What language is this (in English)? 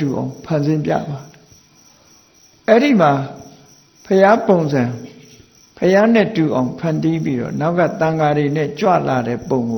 Burmese